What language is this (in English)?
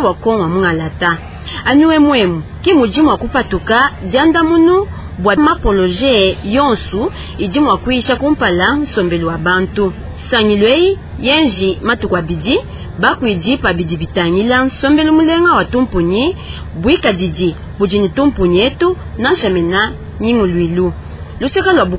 Luba-Lulua